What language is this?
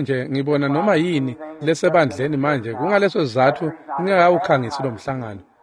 Swati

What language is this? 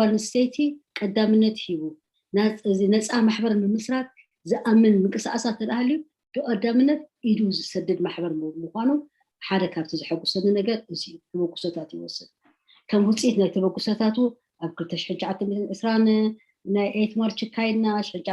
Tigrinya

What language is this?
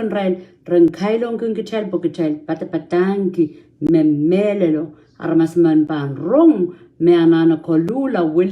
Pohnpeian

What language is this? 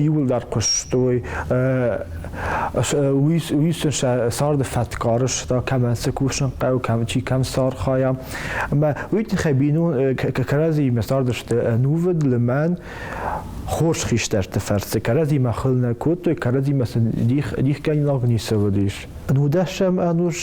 Ossetic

